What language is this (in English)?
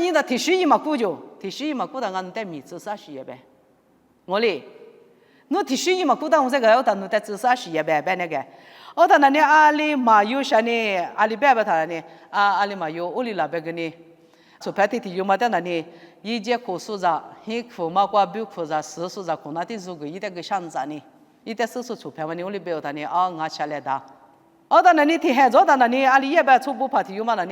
Lisu